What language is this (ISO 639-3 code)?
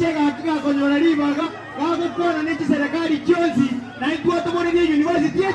guz